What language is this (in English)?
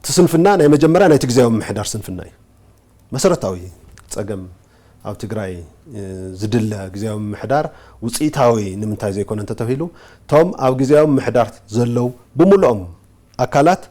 Tigrinya